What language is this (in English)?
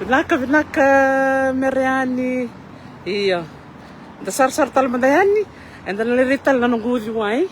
Fijian